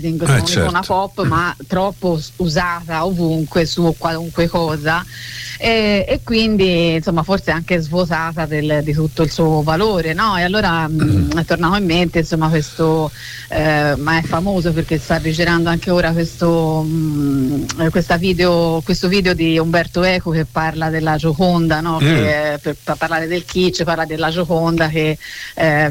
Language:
Italian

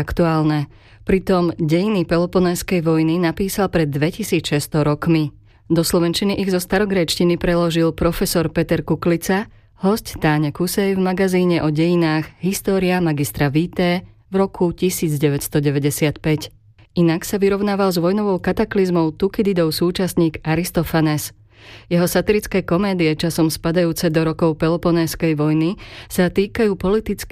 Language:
Slovak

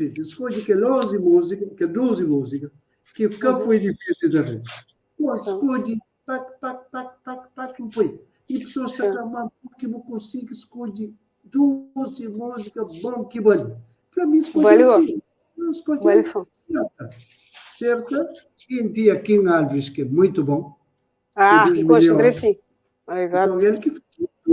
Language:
Kabuverdianu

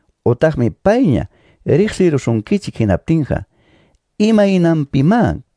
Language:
Quechua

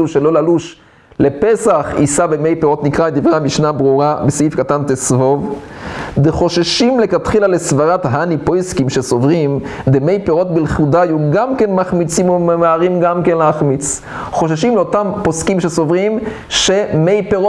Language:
Hebrew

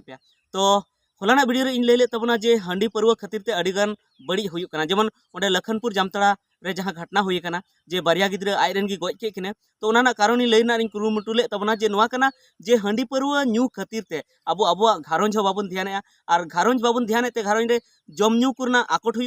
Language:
Santali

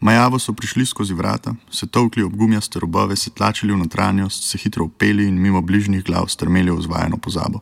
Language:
Slovenian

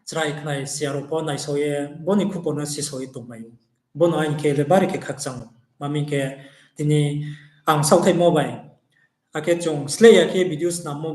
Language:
Riang (India)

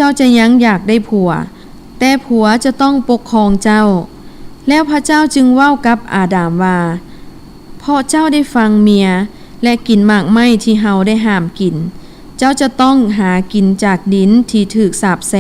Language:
Lao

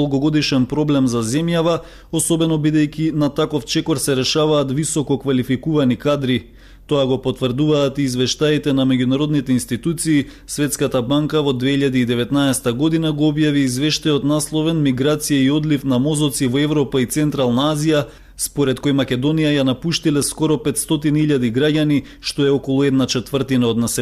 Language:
Macedonian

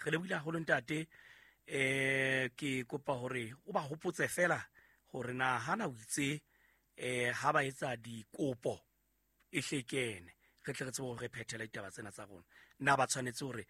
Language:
Southern Sotho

